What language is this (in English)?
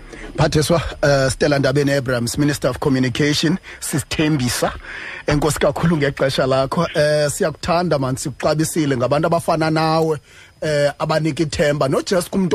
Xhosa